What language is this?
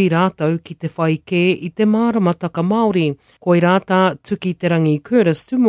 Māori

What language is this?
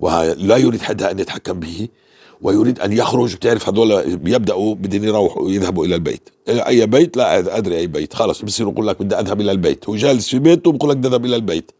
North Levantine Arabic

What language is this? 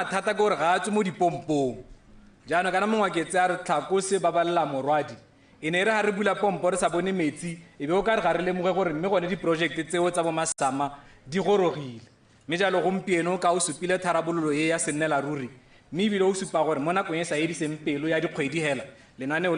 Tswana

